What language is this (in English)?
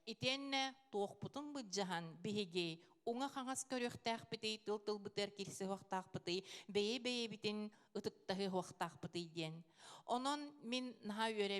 Yakut